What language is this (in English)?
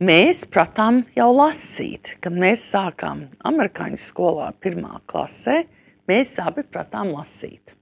Latvian